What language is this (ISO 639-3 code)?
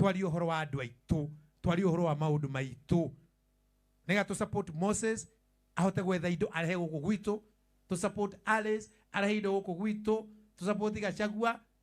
kik